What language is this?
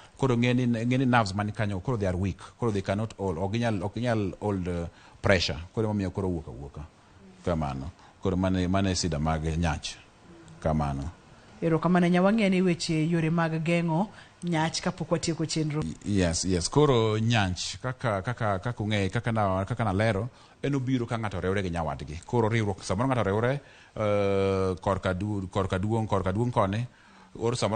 Luo (Kenya and Tanzania)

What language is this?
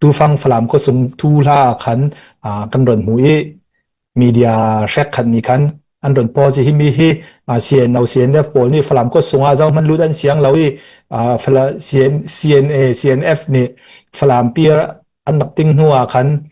Falam Chin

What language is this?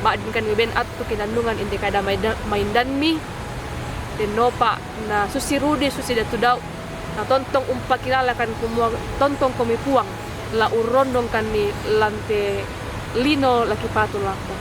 Toraja-Sa'dan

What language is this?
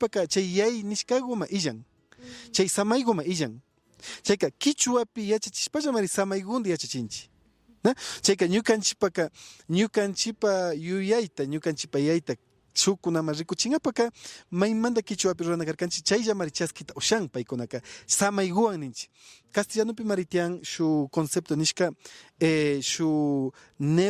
Imbabura Highland Quichua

